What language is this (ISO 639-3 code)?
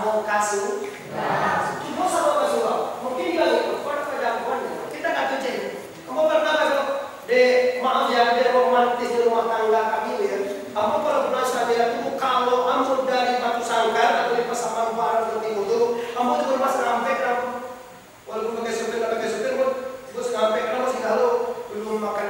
min